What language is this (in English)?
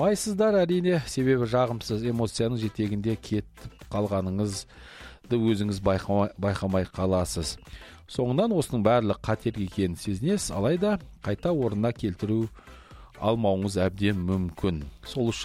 Kazakh